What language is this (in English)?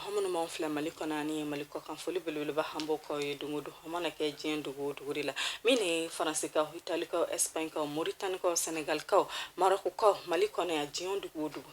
Bambara